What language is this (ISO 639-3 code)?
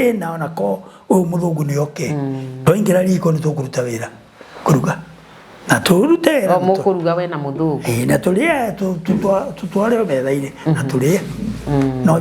kik